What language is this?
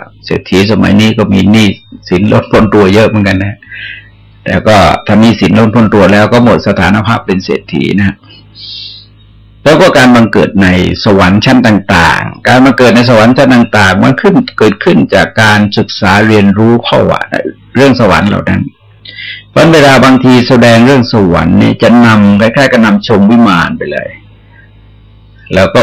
Thai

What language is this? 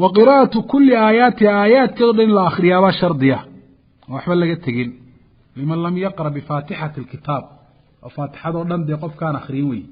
Somali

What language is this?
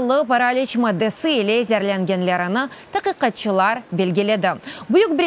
Crimean Tatar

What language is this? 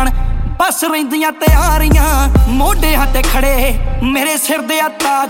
Punjabi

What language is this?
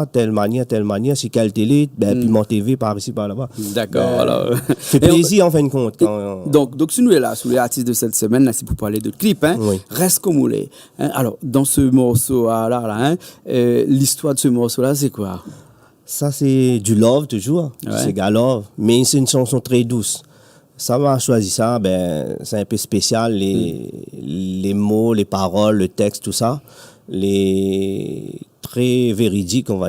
Réunion Creole French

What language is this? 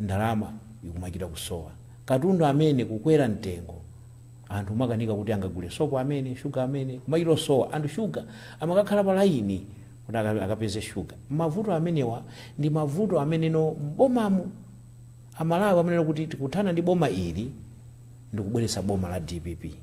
Nyanja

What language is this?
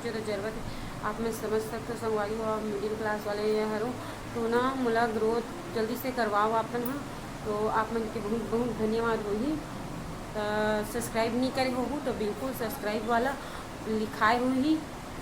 Chhattisgarhi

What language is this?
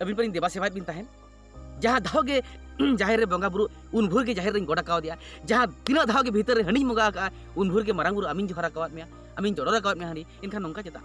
Santali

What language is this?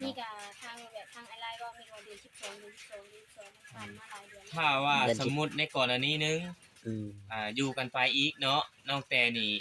Northeastern Thai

